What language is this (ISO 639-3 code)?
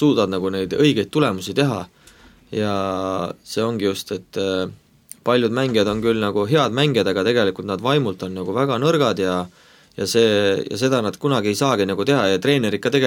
est